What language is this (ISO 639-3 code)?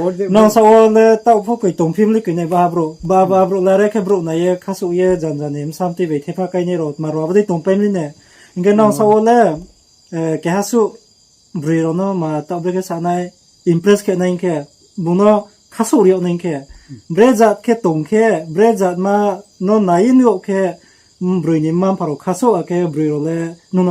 ria